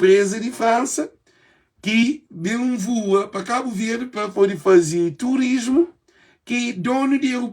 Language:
Kabuverdianu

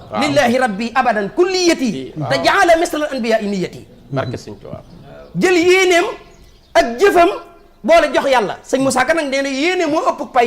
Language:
Wolof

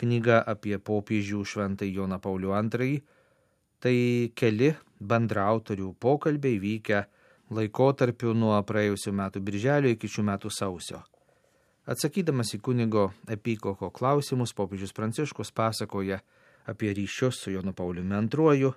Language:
Lithuanian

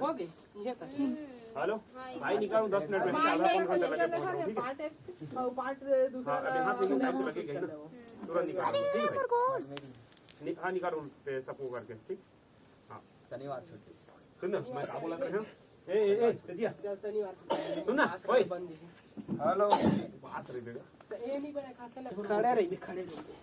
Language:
Chhattisgarhi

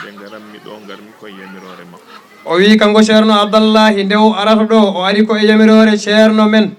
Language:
Fula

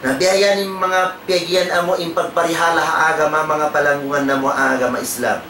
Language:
Tausug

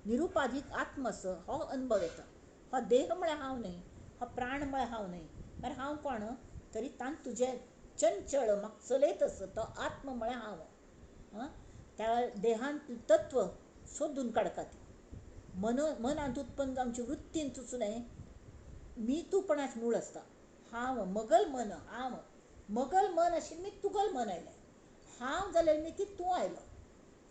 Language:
Konkani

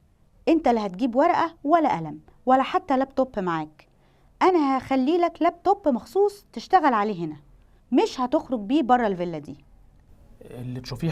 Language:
Egyptian Arabic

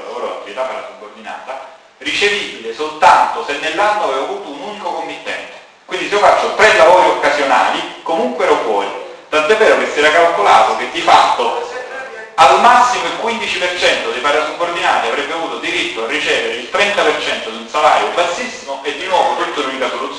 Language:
Italian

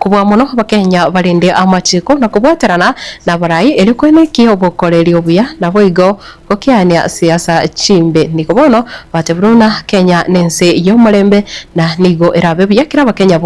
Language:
Gusii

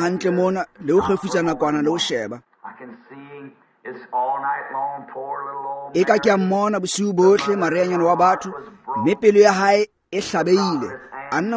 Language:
Tswana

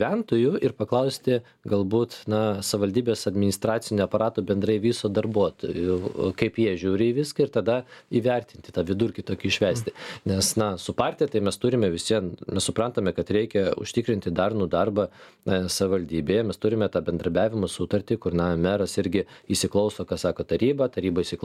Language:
Lithuanian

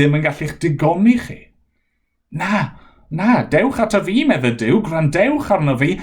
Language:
Welsh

